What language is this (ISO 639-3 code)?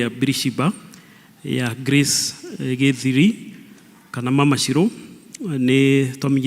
kik